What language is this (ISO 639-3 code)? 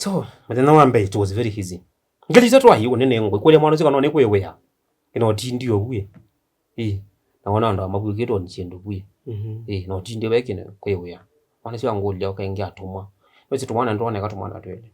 kam